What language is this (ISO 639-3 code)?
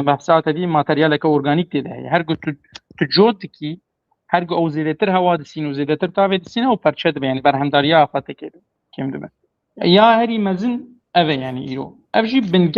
kur